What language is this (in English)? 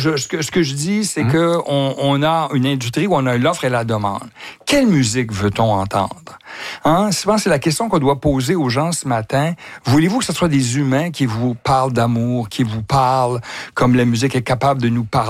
French